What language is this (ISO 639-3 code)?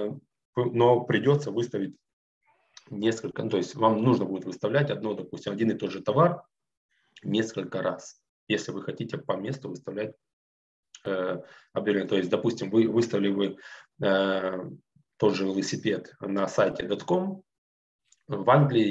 rus